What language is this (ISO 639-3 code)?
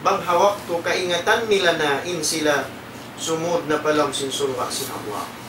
tsg